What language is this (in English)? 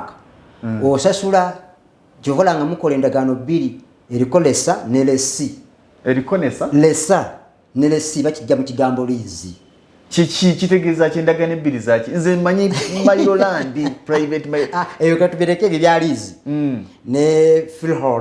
Ganda